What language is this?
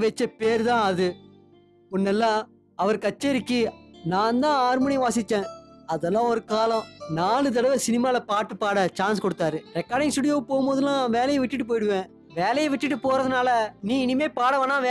Tamil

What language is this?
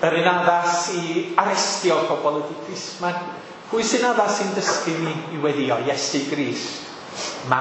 Welsh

